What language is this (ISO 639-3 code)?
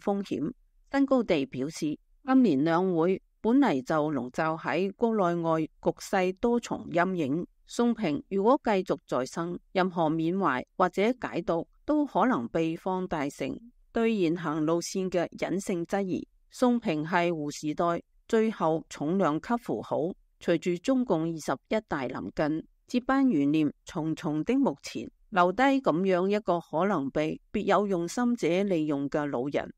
yue